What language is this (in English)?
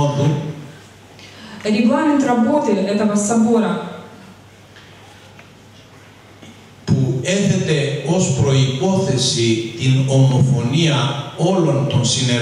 Greek